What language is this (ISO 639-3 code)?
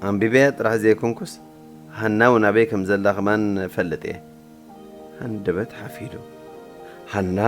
tir